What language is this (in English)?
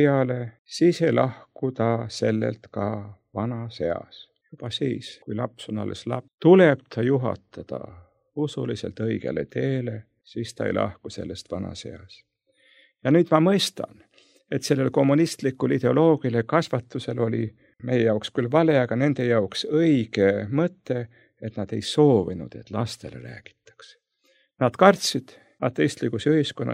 Estonian